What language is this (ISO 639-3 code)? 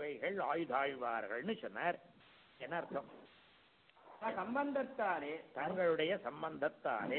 tam